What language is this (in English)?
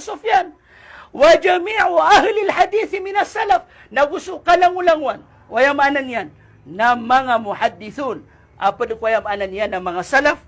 Maranao